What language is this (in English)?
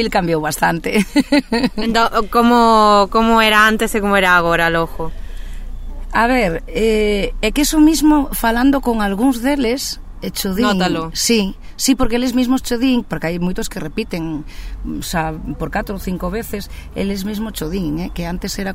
Galician